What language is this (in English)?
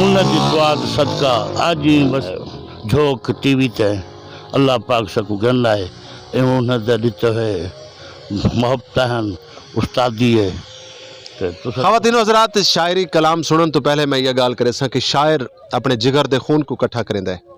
Saraiki